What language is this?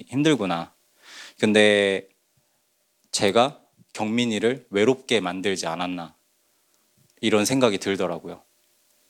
Korean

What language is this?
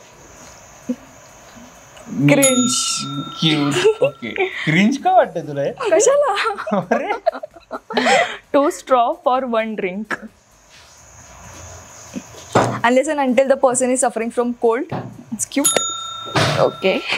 Marathi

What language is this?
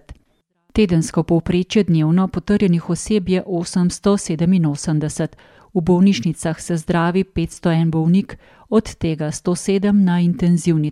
Slovenian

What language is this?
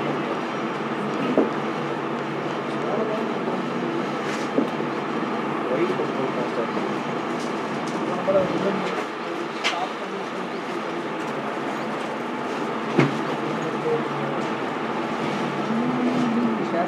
Hindi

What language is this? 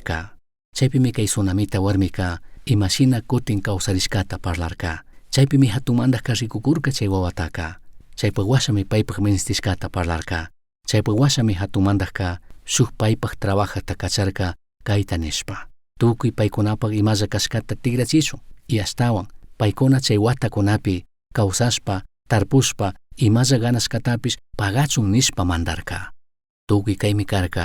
Chimborazo Highland Quichua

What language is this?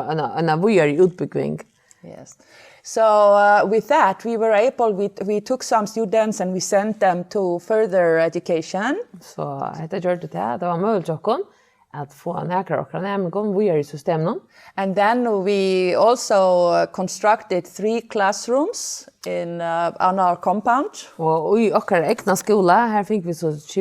Faroese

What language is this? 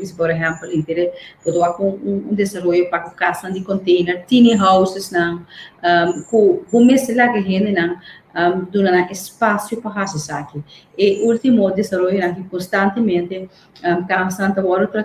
Papiamento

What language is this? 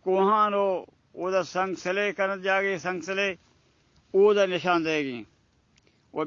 Baluchi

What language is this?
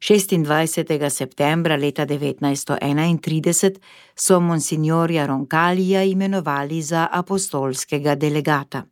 Slovenian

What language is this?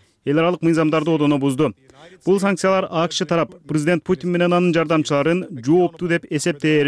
Kyrgyz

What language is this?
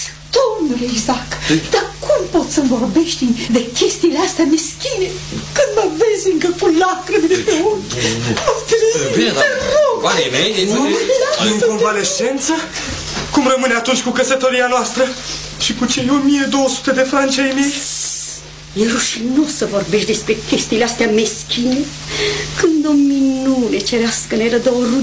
Romanian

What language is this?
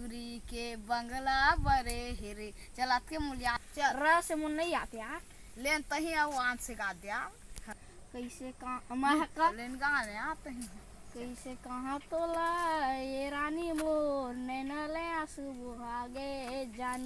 Chhattisgarhi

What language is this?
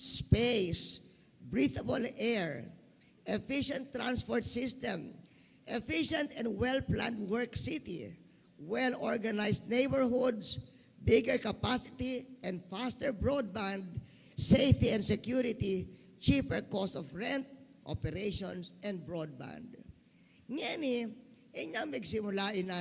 Pampanga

